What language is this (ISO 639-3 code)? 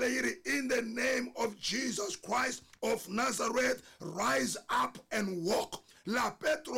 tso